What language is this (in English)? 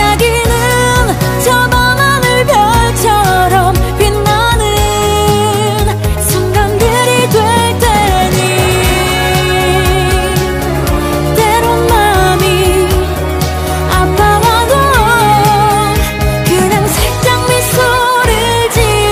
Korean